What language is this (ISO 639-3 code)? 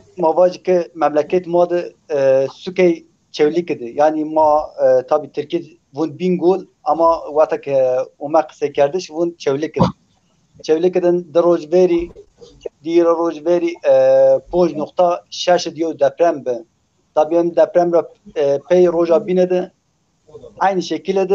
zza